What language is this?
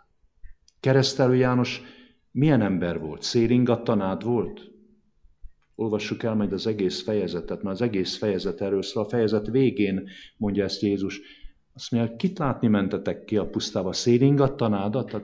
Hungarian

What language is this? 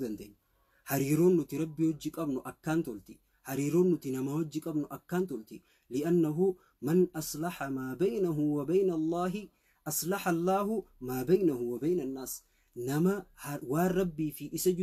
Oromo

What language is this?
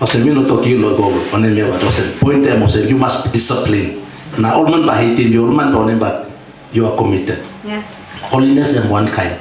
Tok Pisin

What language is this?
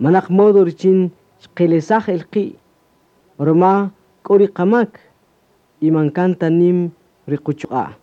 Kaqchikel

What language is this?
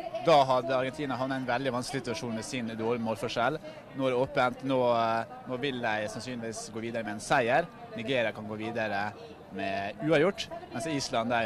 Norwegian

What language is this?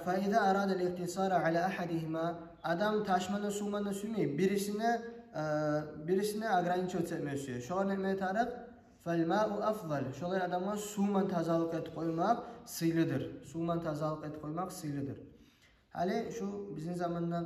Kumyk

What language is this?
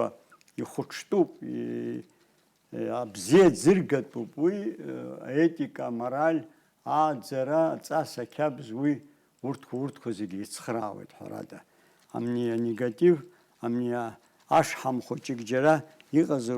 Abkhazian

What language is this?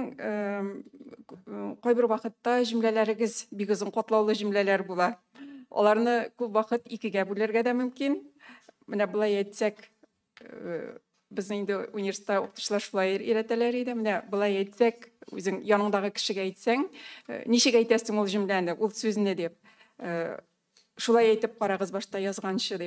Tatar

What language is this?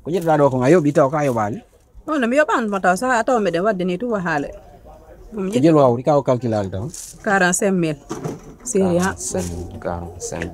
Pular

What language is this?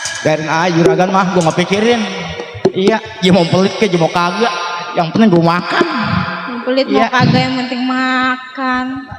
Betawi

